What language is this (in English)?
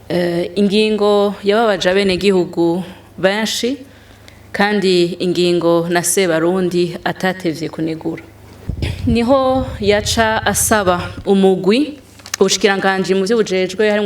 Rundi